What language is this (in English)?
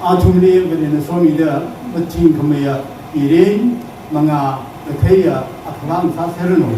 Tangkhul Naga (India)